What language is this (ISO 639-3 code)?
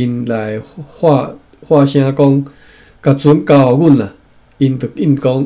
nan